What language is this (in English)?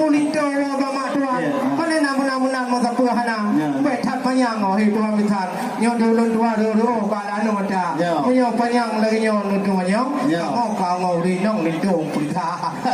Achinese